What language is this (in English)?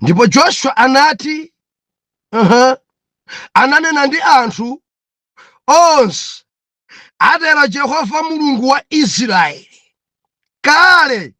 Nyanja